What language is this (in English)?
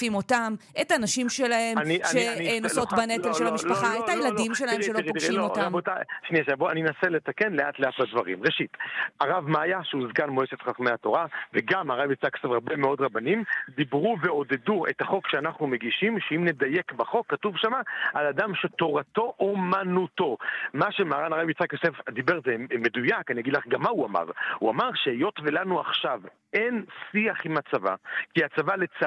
Hebrew